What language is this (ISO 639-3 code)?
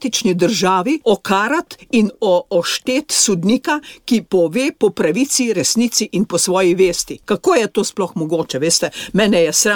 slv